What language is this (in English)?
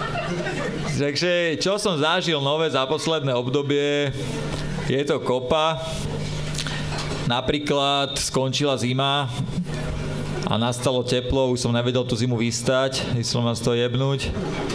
Slovak